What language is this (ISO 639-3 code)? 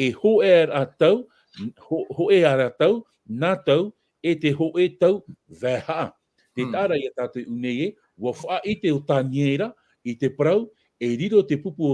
tah